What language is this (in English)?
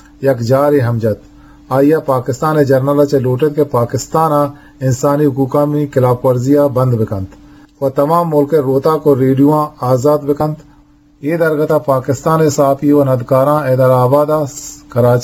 Eastern Balochi